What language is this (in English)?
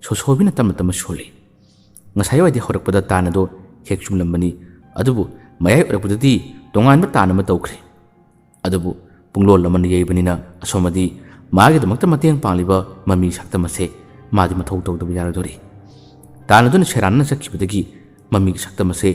Manipuri